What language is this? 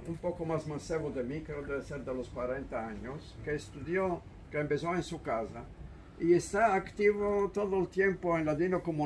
Ladino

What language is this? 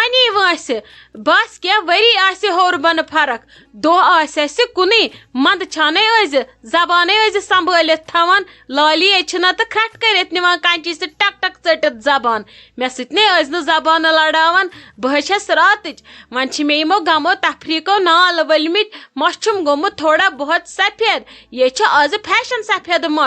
Kashmiri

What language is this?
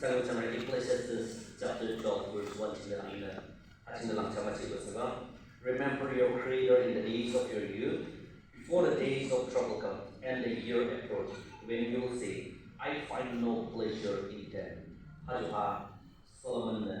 Yimchungru Naga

